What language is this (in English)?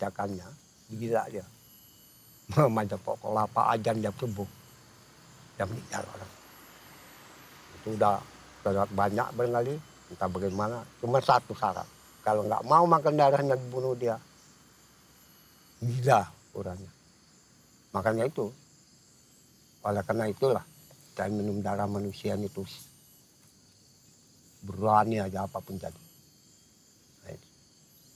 Indonesian